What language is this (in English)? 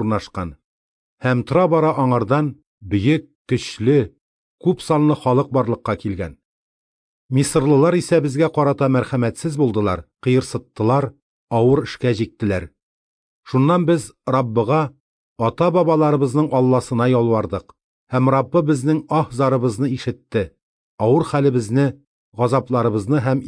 Tatar